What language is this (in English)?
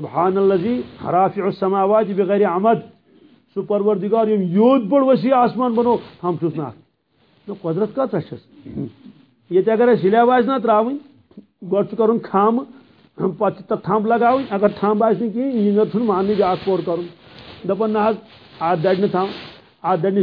Kashmiri